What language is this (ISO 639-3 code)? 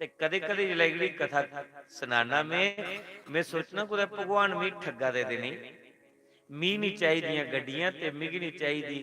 doi